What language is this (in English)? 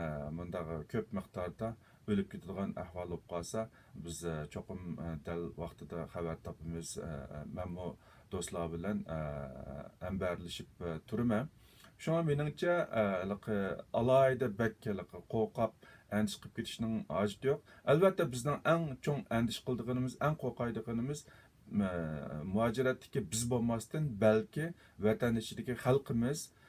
Uyghur